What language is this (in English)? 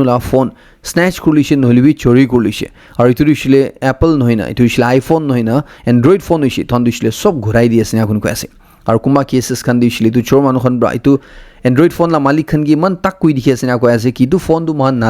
Naga Pidgin